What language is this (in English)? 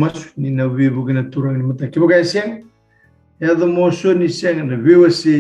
Fijian